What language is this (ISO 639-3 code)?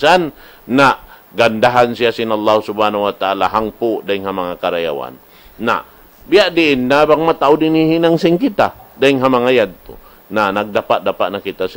tsg